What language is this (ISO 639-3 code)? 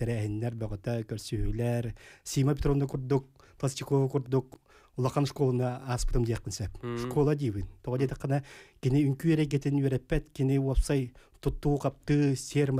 sah